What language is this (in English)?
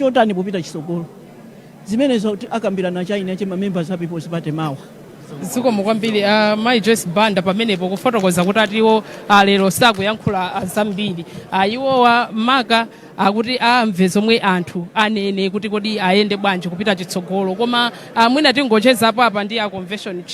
Nyanja